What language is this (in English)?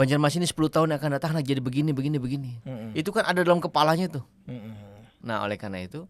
Banjar